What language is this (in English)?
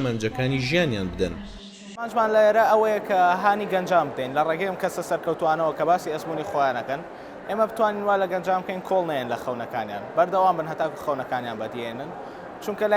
Central Kurdish